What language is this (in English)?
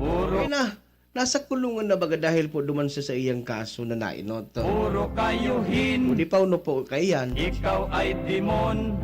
Bikol